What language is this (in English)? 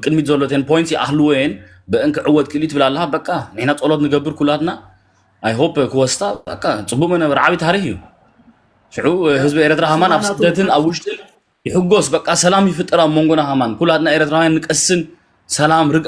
Tigrinya